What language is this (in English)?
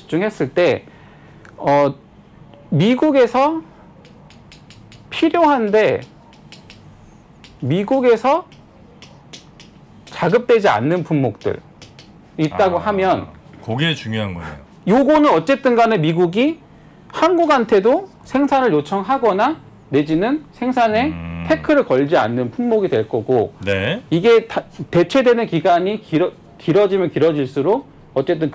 Korean